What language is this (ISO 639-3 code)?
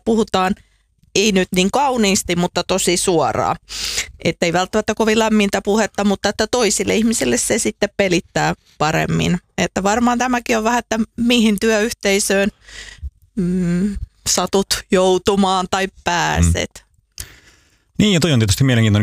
fin